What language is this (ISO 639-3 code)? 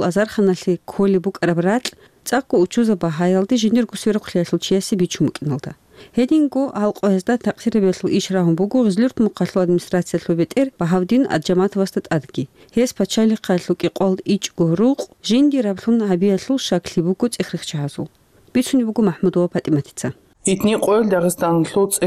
ava